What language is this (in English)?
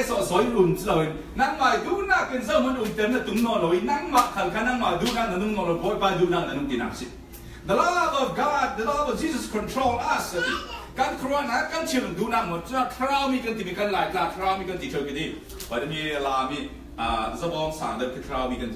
Falam Chin